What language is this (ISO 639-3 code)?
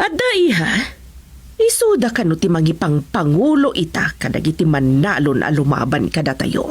ilo